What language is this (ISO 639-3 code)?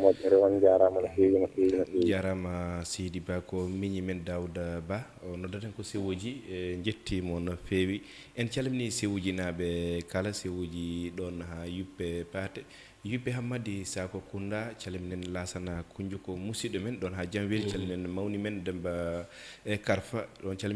ful